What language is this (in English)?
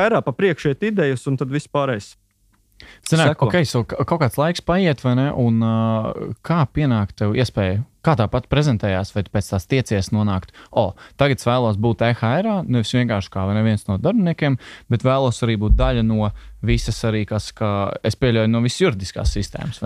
Latvian